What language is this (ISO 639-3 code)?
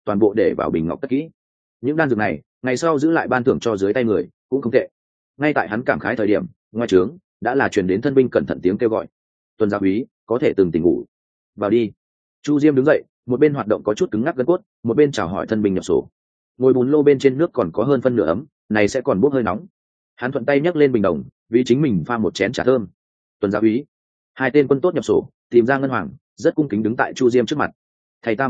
vie